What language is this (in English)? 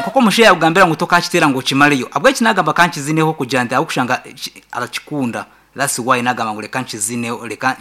Nyankole